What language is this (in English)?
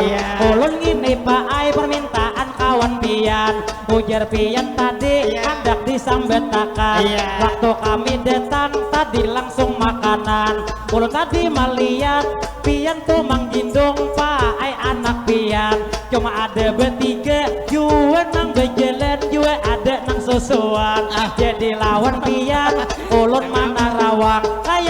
Banjar